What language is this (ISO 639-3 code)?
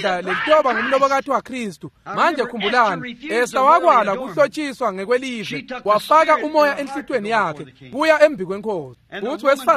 ssw